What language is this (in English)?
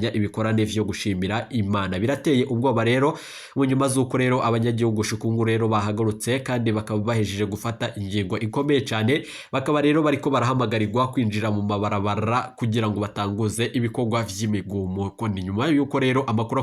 Rundi